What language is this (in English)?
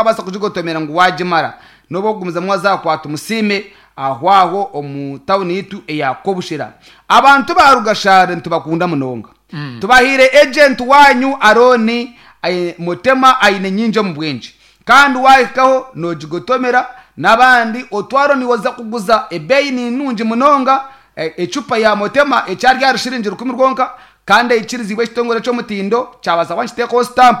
Nyankole